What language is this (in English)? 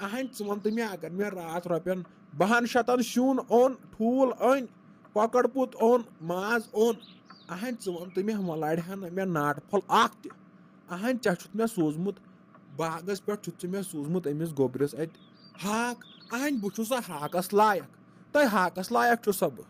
Kashmiri